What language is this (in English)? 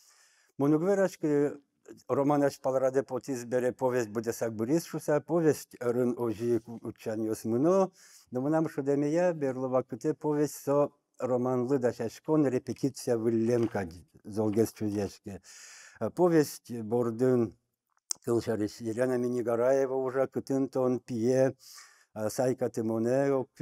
Udmurt